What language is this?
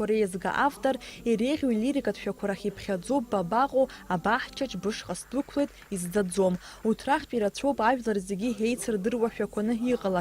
Abkhazian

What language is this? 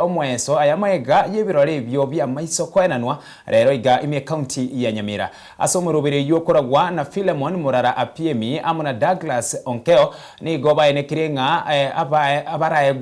Gusii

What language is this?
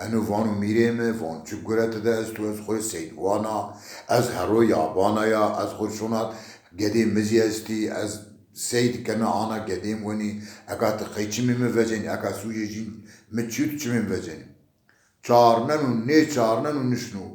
Zaza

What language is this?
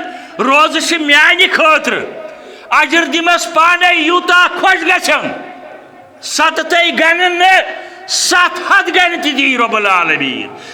Kashmiri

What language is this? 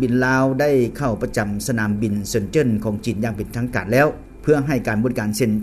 Lao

